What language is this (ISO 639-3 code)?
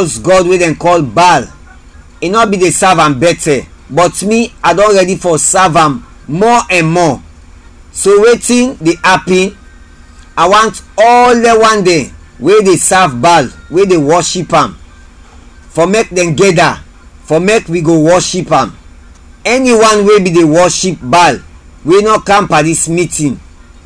kri